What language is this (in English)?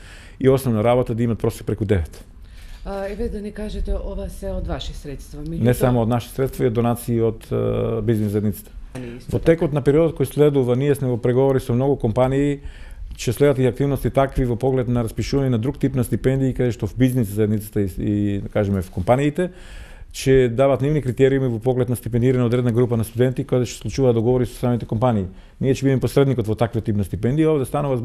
Macedonian